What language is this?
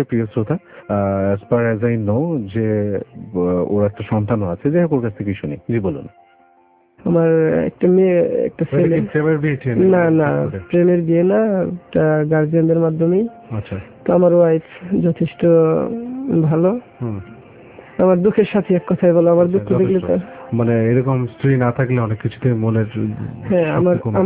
Bangla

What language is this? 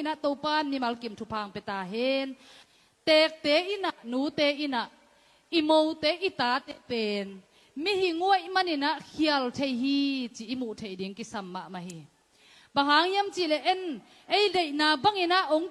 Tedim Chin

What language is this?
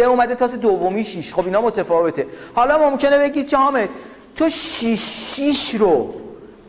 Persian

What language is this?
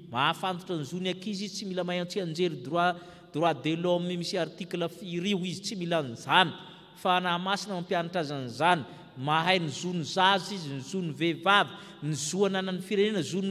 Malagasy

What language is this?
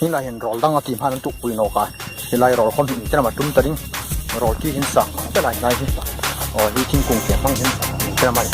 Hmar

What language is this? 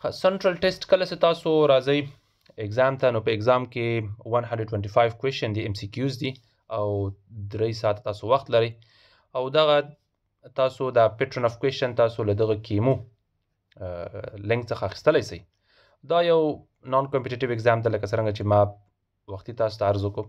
Pashto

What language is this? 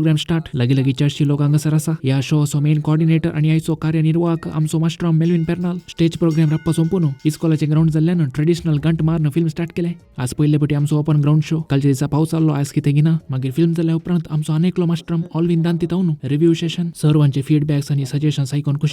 Konkani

